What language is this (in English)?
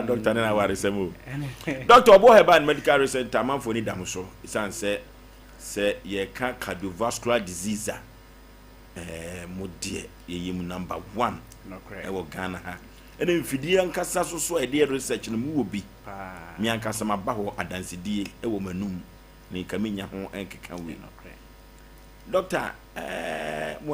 Akan